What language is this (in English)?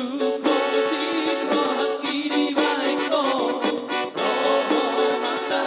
Batak Toba